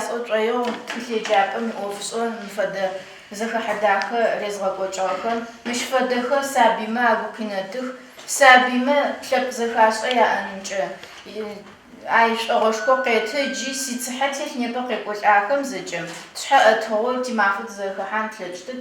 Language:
Adyghe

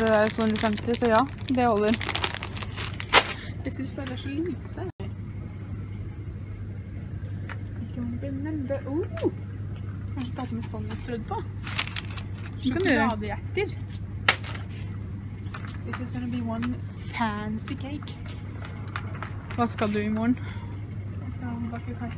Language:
Norwegian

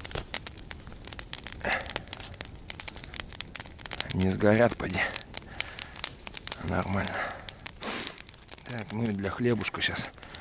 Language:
Russian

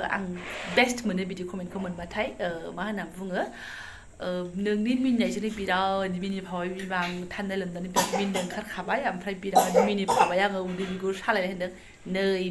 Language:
Bodo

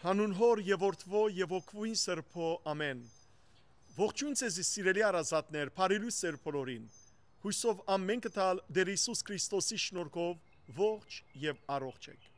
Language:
Western Armenian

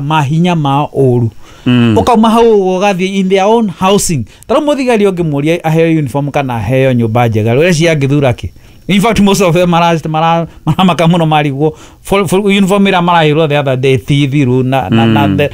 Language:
Kikuyu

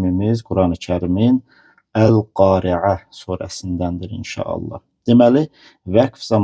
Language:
Azerbaijani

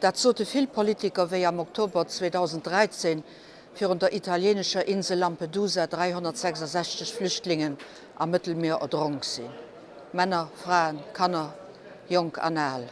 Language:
Luxembourgish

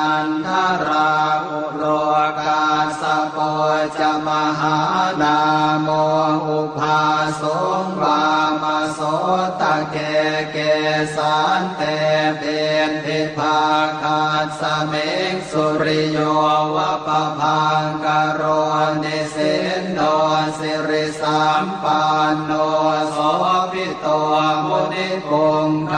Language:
Pali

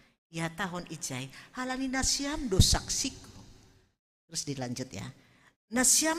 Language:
Batak Simalungun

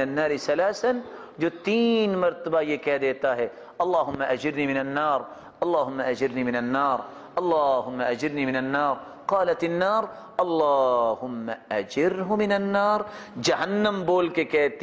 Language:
Urdu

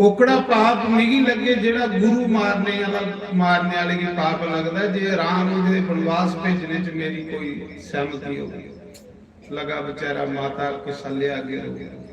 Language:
Dogri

